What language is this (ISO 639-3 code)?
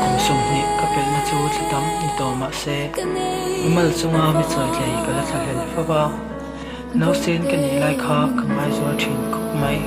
lus